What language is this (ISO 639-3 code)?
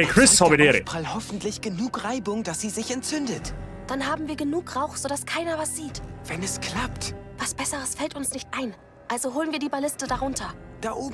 bar